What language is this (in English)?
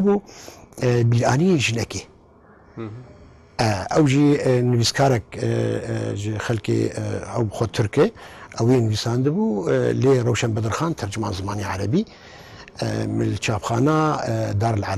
Kurdish